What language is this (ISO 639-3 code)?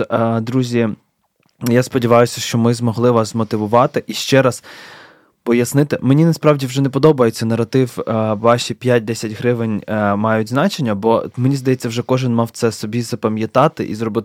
ukr